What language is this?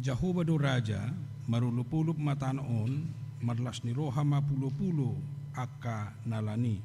Batak Toba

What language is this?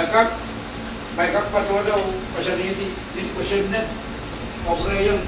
Pohnpeian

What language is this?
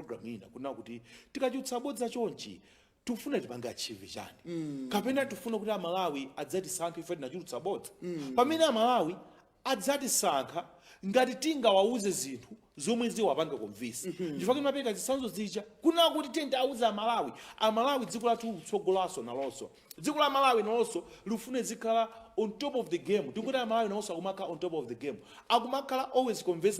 Nyanja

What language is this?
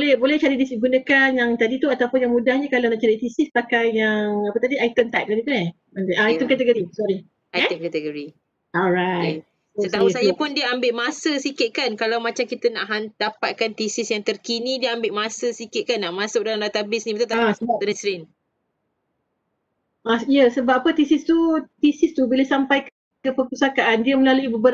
Malay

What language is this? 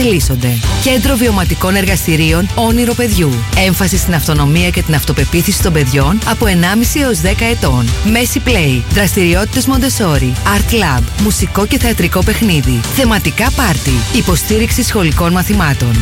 Greek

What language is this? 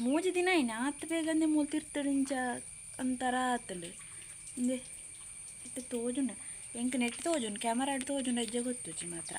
Tulu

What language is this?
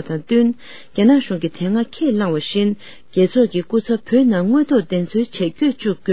Tibetan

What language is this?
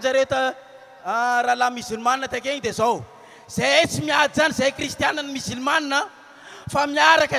Malagasy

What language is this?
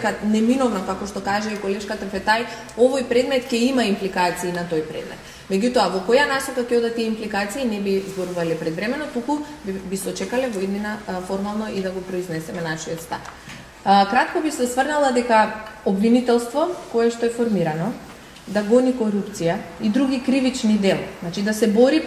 Macedonian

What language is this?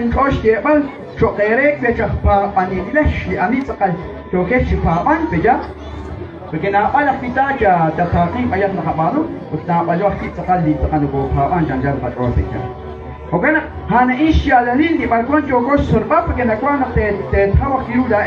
Kekchí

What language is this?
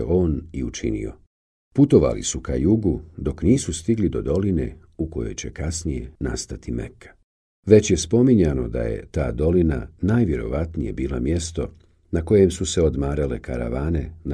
Bosnian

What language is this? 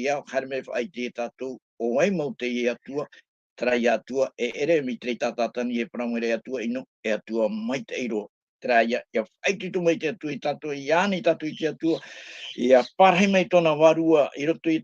Tahitian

